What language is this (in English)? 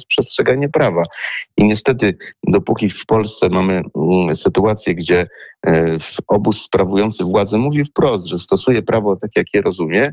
Polish